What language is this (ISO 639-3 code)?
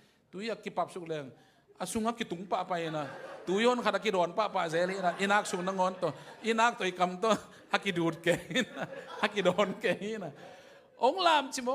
ctd